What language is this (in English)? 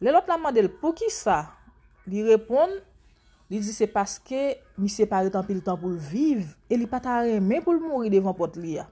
Haitian Creole